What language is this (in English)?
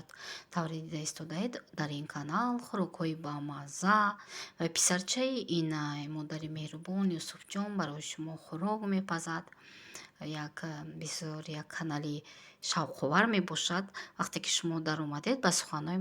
Tajik